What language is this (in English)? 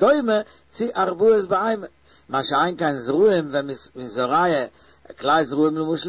Yiddish